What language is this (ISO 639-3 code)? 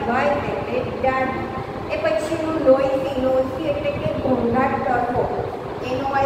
guj